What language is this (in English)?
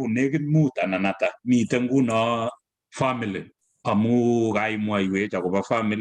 Kalenjin